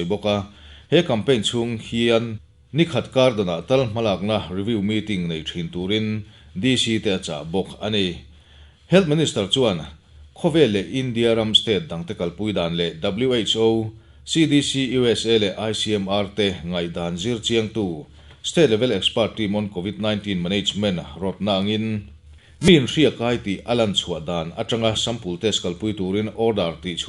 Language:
Mizo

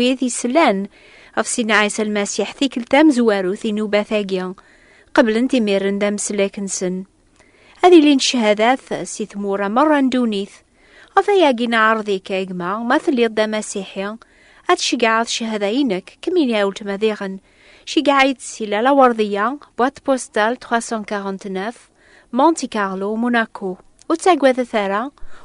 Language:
Kabyle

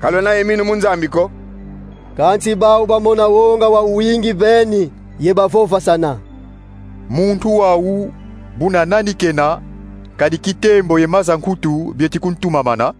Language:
Kongo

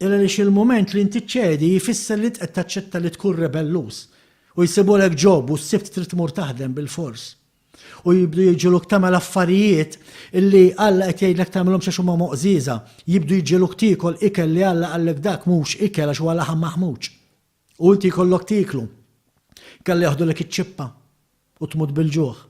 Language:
Maltese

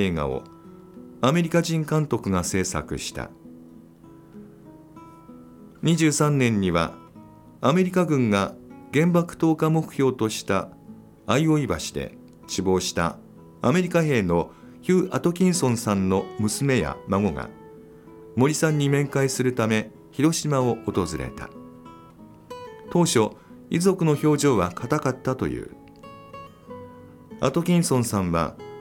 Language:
Japanese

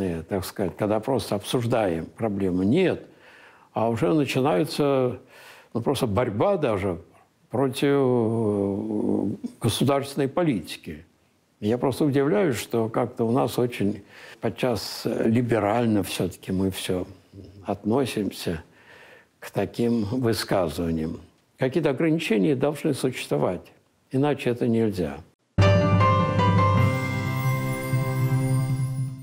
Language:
Russian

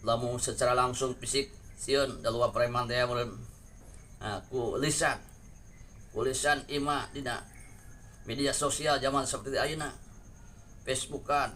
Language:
Sundanese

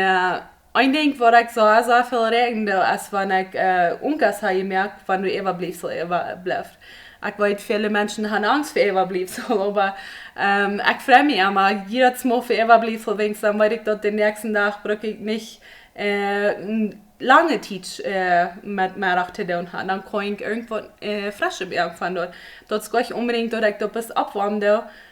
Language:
Plautdietsch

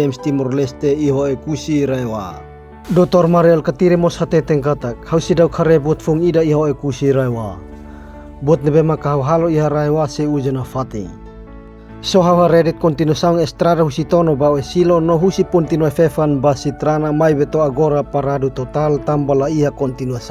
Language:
Tetum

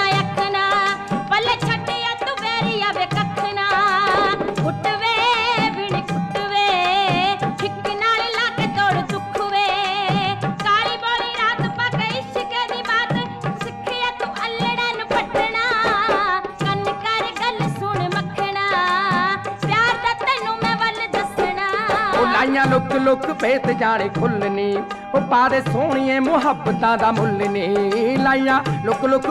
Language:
Punjabi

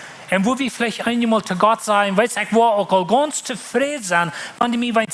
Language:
Plautdietsch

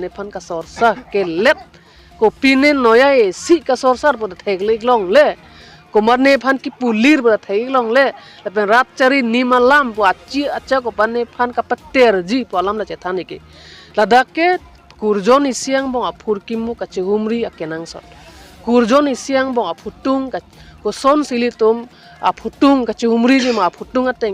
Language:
Karbi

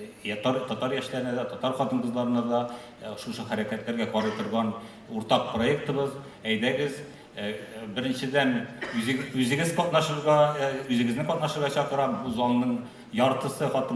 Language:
Tatar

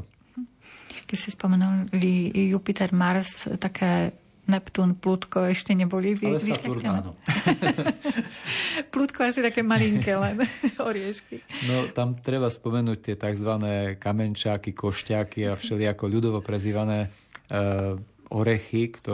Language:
Slovak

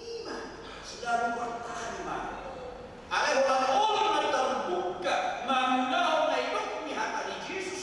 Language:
Batak Toba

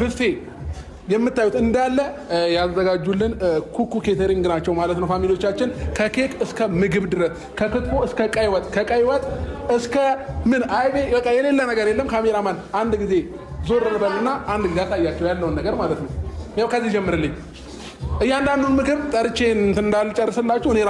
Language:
Amharic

